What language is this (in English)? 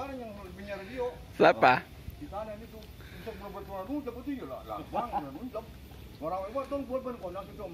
Betawi